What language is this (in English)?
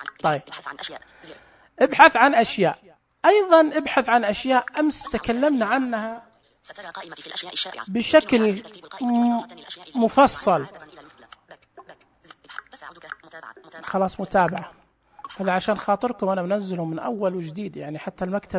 Najdi Arabic